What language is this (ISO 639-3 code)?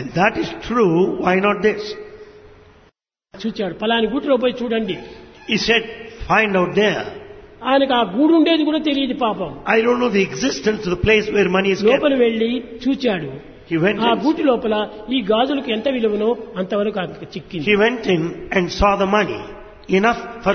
tel